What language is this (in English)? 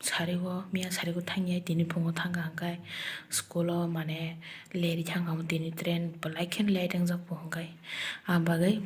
Kok Borok